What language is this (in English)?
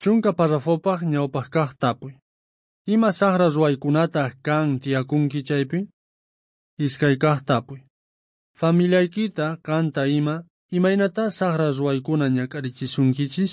South Bolivian Quechua